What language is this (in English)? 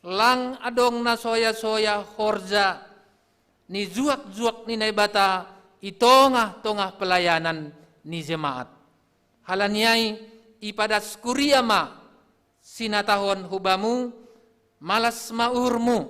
Batak Simalungun